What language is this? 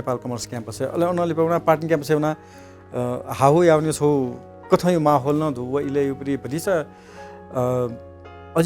Newari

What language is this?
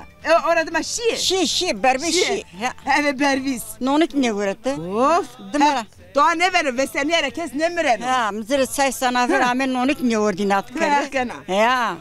Zaza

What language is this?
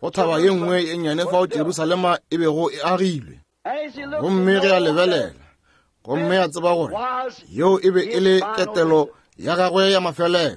Northern Sotho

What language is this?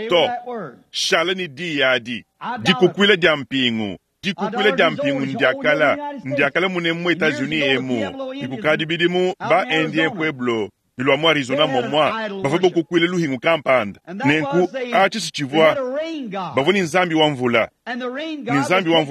Luba-Lulua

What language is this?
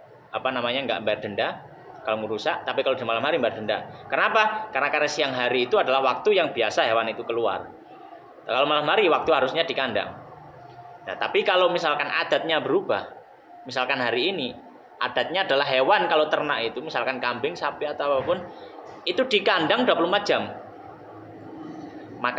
Indonesian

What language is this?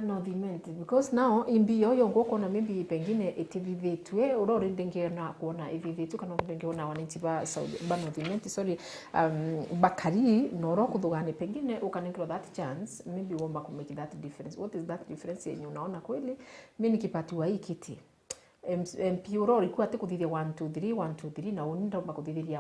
Meru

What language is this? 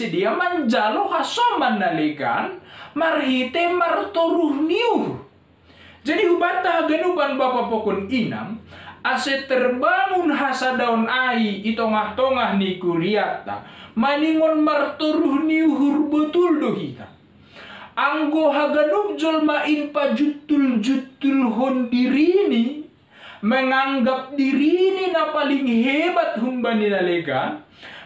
Batak Simalungun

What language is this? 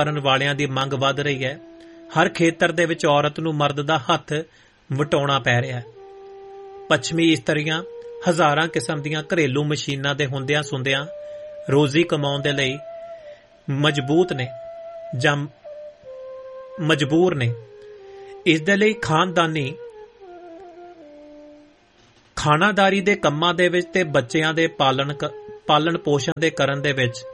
Punjabi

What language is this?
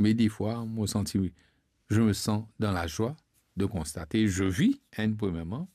Morisyen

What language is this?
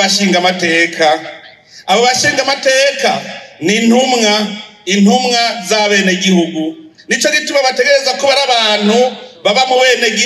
Rundi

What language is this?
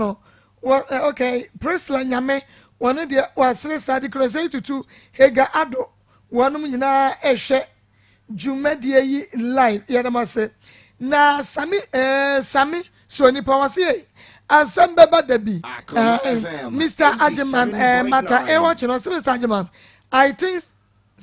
Akan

